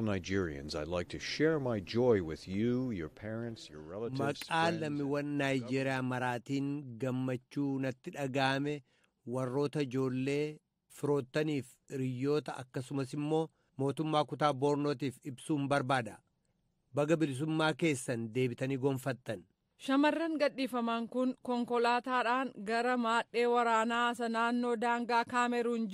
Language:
Oromo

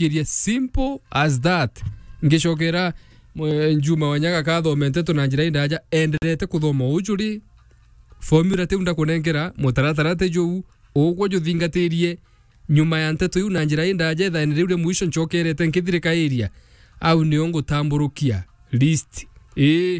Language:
Meru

